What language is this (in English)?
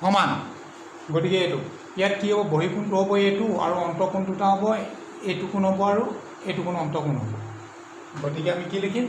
Assamese